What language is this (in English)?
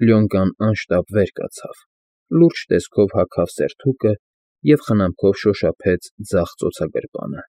Armenian